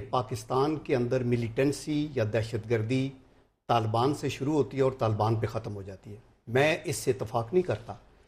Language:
Urdu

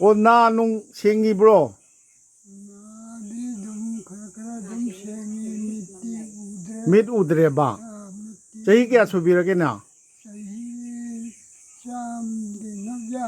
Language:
Manipuri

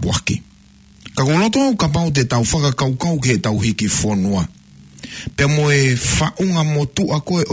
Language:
Tongan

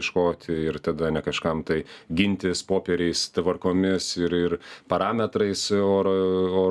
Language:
Lithuanian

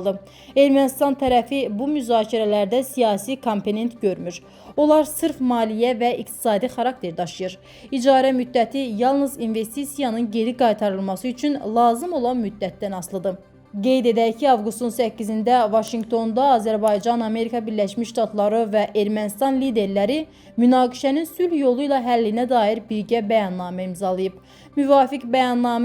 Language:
Azerbaijani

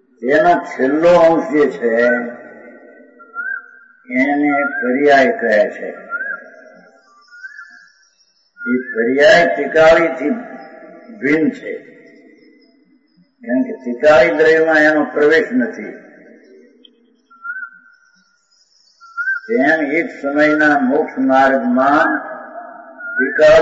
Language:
Gujarati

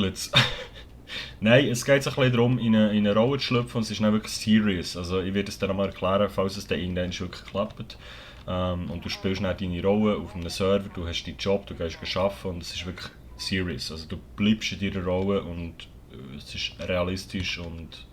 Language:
Swiss German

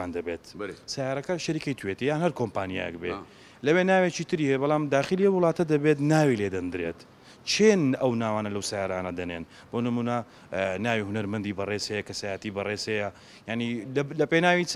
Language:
Central Kurdish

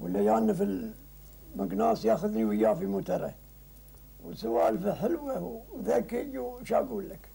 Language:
Gulf Arabic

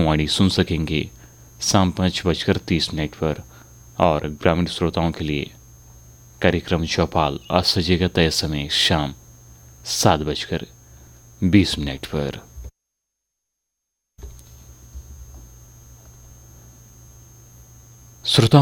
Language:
Hindi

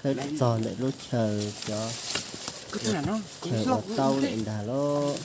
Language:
Hmong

